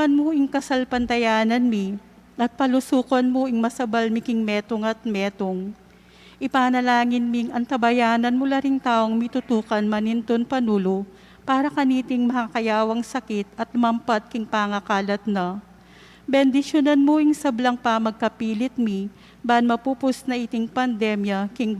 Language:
Pampanga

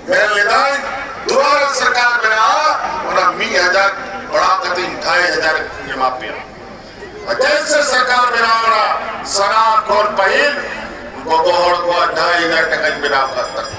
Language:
Santali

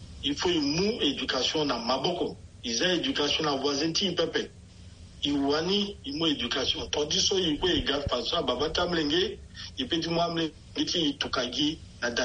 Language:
Sango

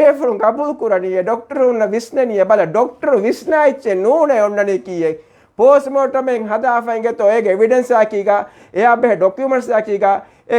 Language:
Divehi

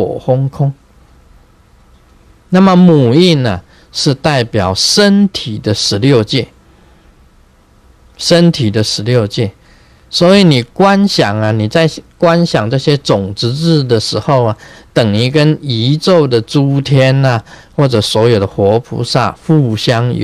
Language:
Chinese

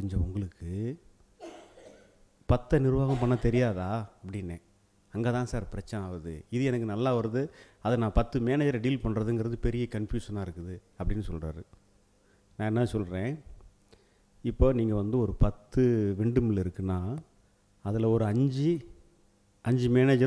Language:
Tamil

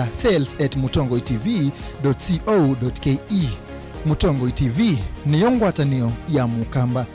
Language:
Kamba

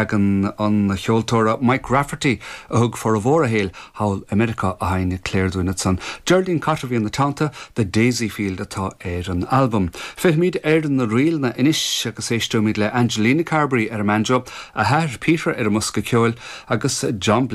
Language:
Irish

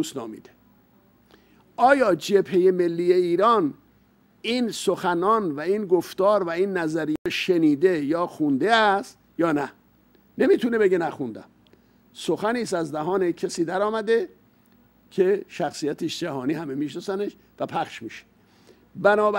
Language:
Persian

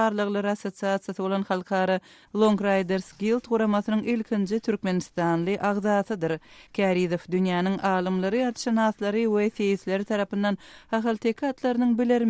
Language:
Turkmen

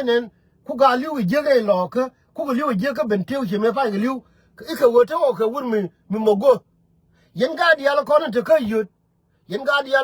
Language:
Nuer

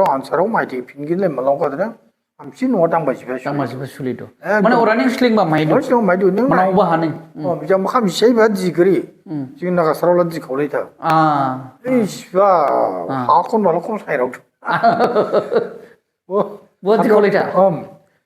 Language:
Dimasa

